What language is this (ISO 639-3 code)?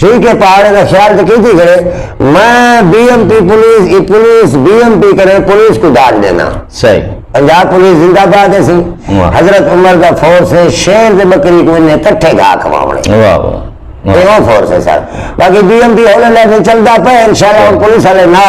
skr